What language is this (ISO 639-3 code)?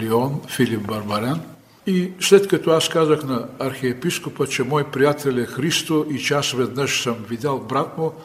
bul